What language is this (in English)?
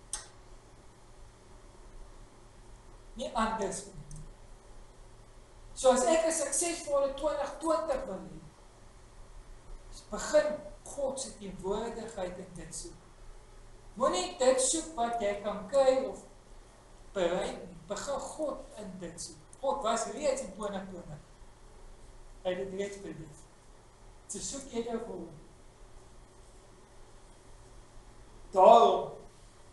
Afrikaans